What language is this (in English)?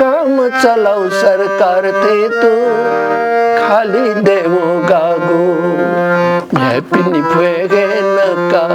Newari